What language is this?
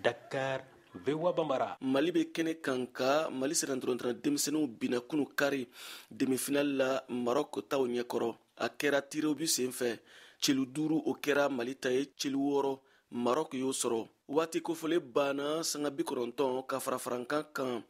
Bambara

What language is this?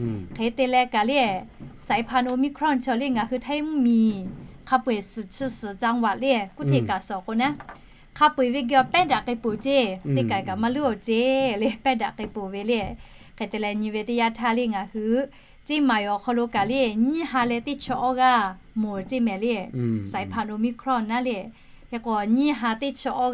Lahu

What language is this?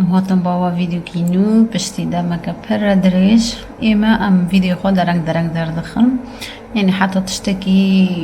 Kurdish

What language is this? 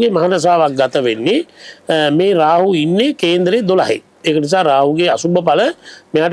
Sinhala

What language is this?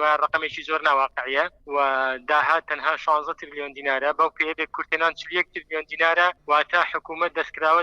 Central Kurdish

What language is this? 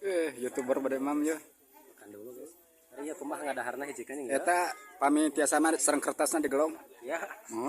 Sundanese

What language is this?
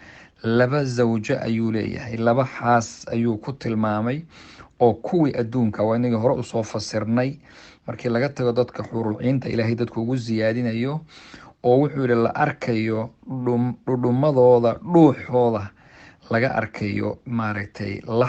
Somali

